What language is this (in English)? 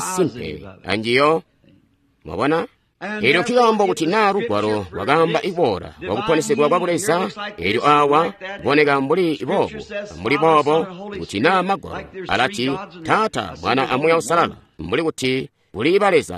Tonga (Zambia)